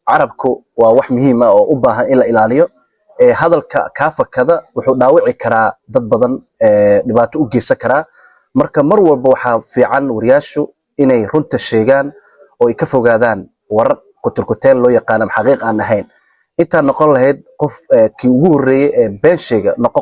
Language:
Somali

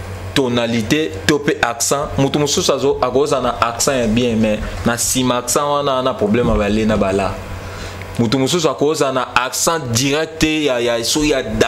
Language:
Lingala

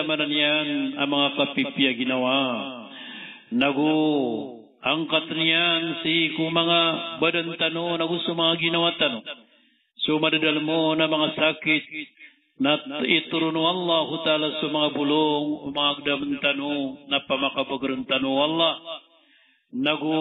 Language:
Maranao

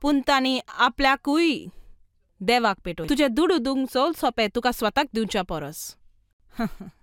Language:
Konkani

